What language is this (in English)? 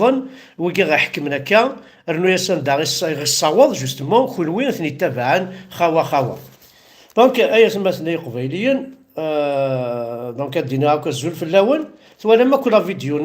Kabyle